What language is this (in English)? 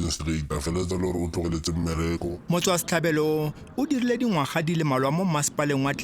Tswana